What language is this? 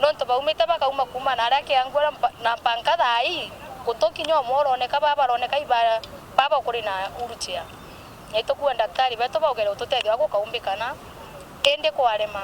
Meru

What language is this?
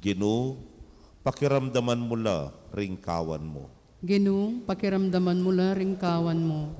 Pampanga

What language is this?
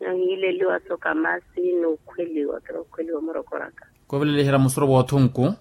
Makhuwa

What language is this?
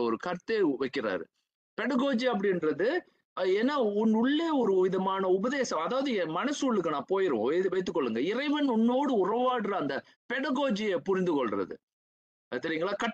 Tamil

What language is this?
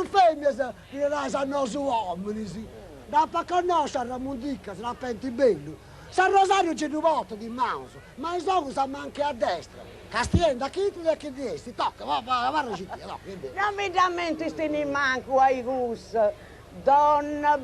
Sardinian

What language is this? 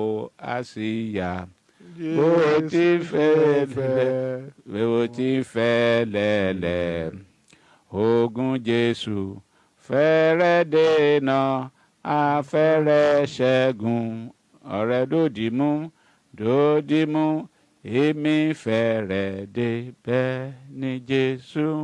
Yoruba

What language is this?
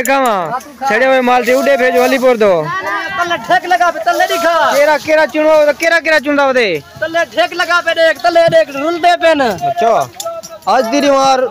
Saraiki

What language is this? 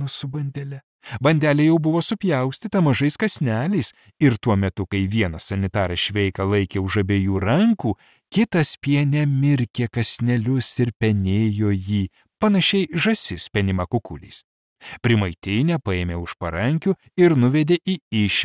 Lithuanian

